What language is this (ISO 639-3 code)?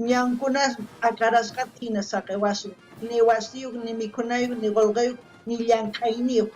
quh